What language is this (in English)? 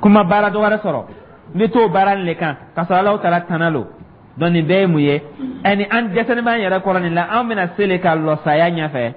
Dyula